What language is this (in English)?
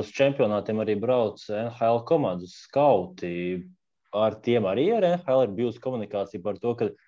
Latvian